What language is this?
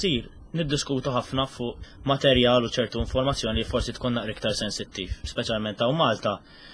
Maltese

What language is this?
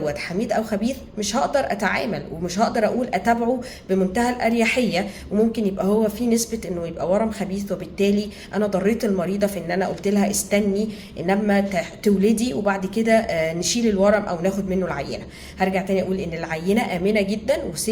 Egyptian Arabic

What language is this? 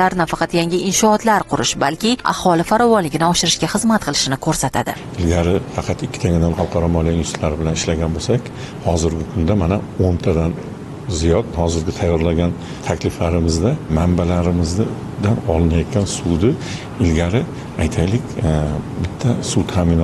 Uzbek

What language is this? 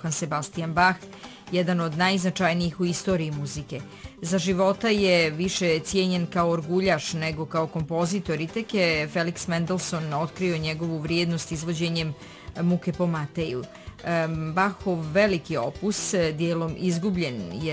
Bosnian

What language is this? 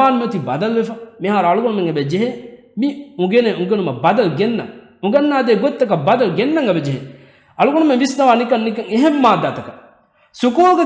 Divehi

